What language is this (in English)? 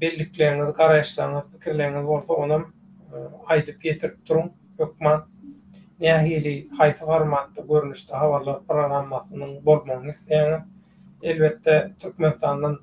Turkmen